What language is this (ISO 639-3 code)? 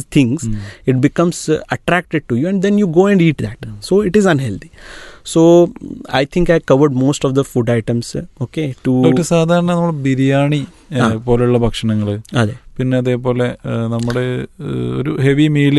mal